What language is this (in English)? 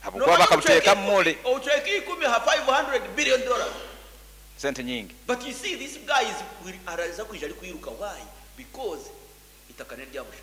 Nyankole